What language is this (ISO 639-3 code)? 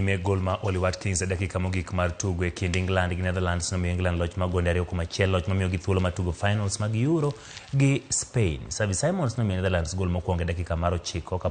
luo